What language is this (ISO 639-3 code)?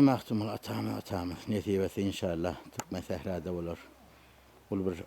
tuk